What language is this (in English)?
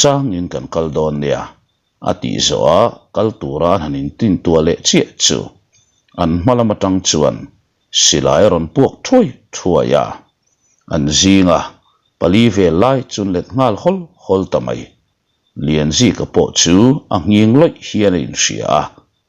Mizo